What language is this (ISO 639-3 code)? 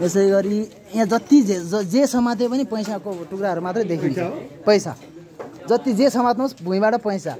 nep